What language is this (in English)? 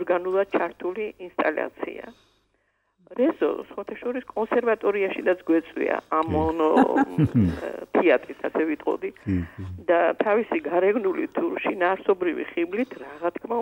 Georgian